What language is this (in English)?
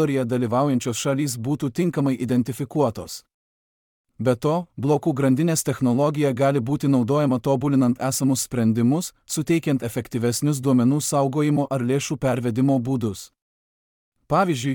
Lithuanian